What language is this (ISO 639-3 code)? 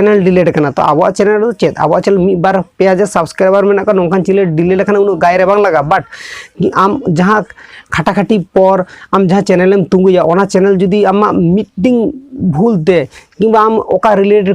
sat